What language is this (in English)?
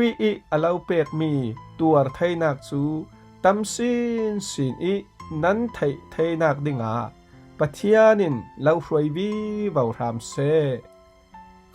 Falam Chin